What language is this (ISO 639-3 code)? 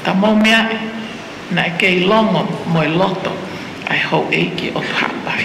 ton